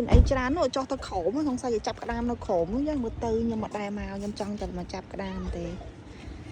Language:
Khmer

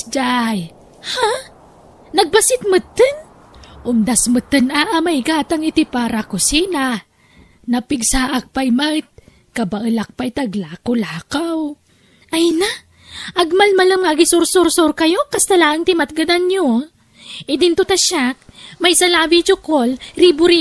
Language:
Iloko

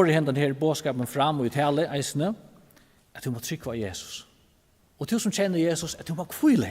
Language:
Faroese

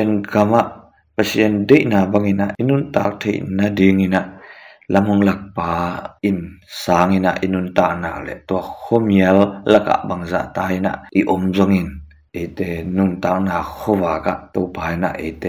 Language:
Tedim Chin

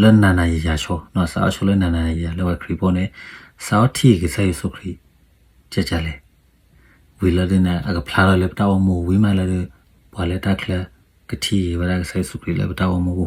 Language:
S'gaw Karen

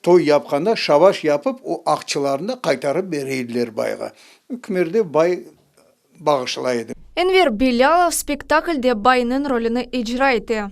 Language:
Crimean Tatar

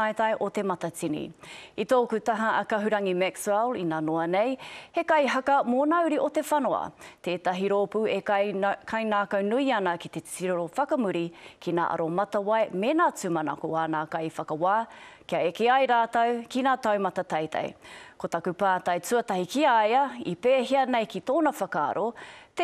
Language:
Māori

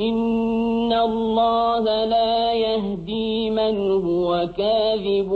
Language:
Tatar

